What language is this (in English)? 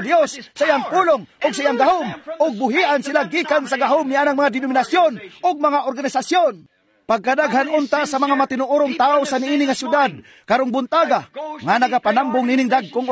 Cebuano